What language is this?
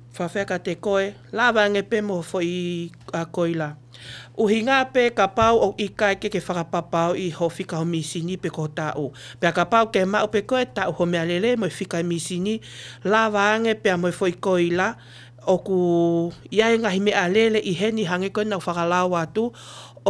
Tongan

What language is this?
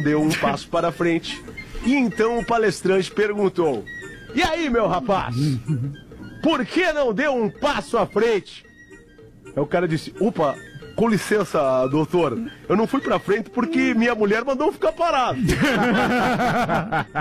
Portuguese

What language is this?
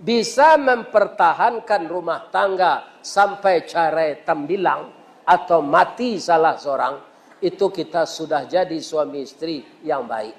Minangkabau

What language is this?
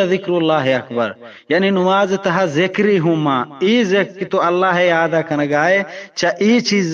Eastern Balochi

